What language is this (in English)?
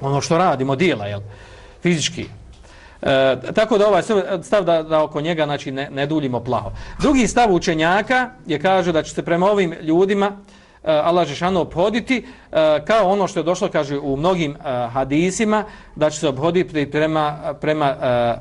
Bosnian